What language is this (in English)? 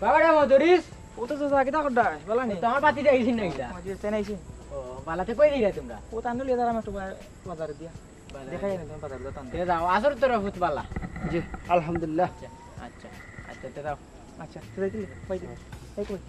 Sylheti